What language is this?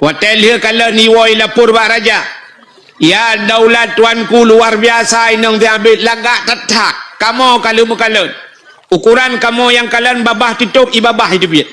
Achinese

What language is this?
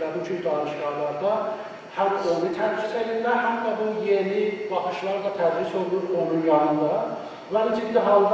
South Azerbaijani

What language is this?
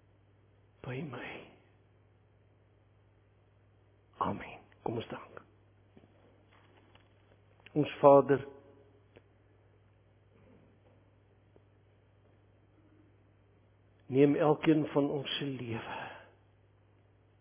Afrikaans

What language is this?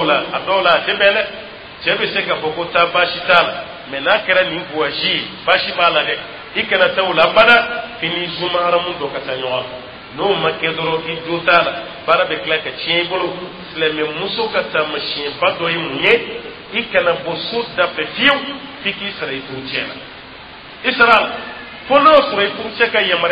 Dyula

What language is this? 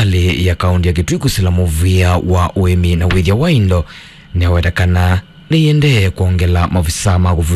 Kamba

